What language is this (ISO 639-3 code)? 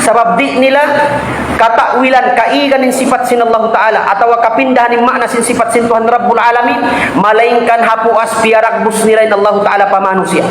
tsg